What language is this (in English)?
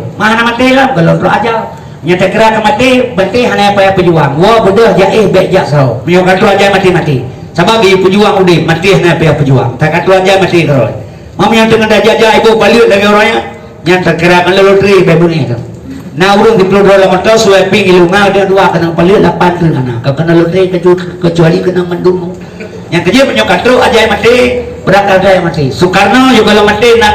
Achinese